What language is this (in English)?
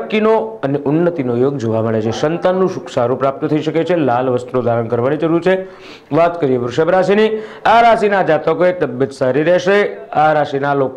Gujarati